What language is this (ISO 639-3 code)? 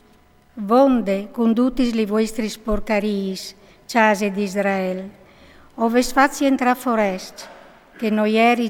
fur